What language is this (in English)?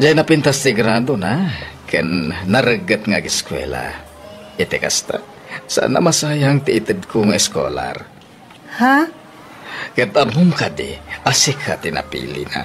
Iloko